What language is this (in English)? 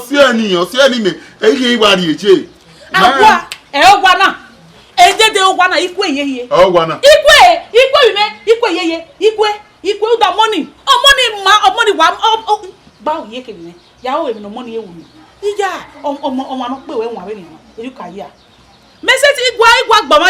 Bini